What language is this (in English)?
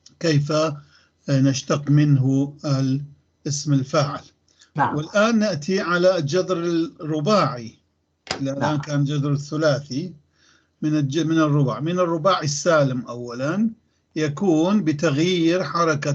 North Levantine Arabic